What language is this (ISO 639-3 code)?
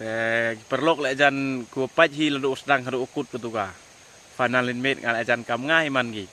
pbv